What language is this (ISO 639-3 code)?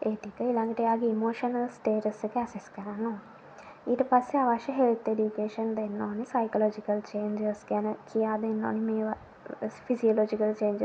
sin